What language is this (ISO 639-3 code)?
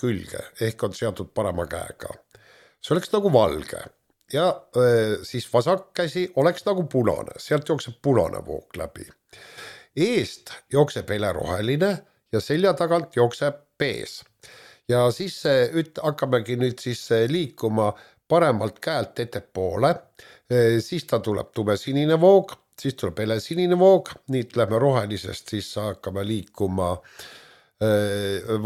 est